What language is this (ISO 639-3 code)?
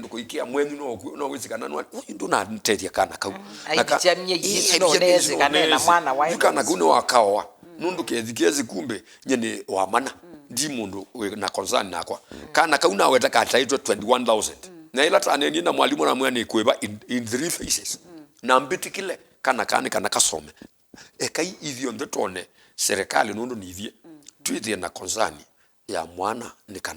kam